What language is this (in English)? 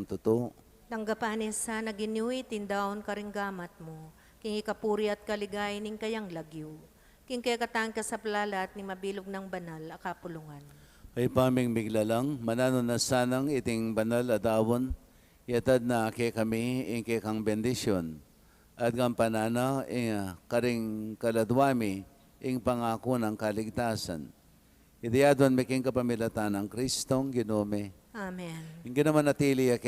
Pampanga